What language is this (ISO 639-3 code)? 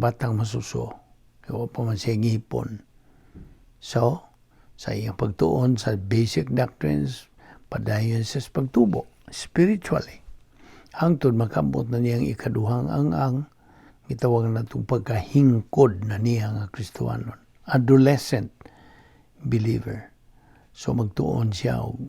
ceb